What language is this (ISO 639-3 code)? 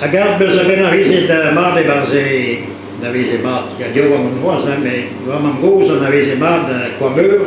bre